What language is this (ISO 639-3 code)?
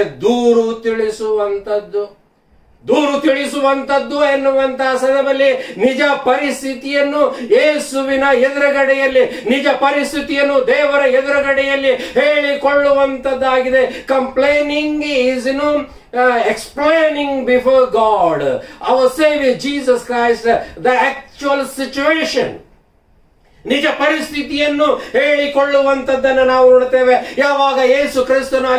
kan